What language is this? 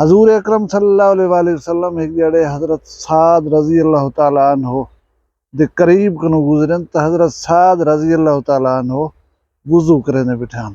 Saraiki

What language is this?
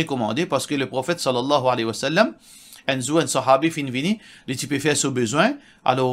Morisyen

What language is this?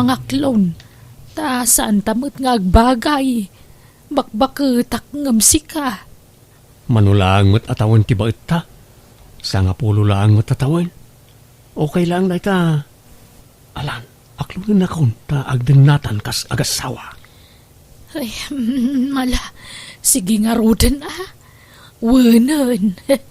Iloko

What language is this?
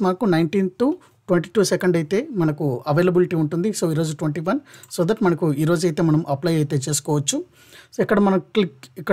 Telugu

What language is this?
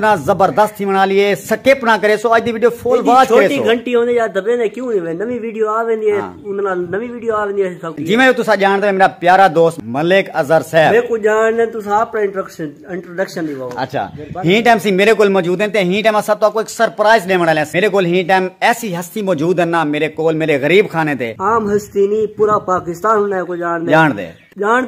Saraiki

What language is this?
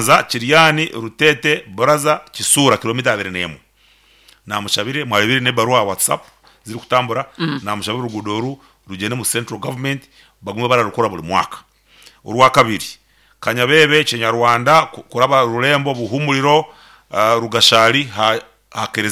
Nyankole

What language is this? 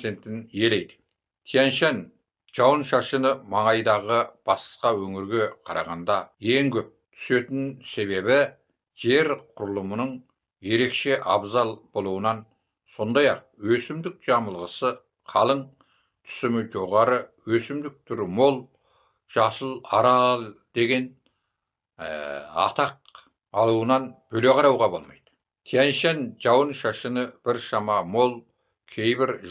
Kazakh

